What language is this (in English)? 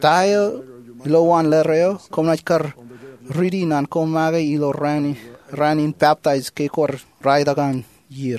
Marshallese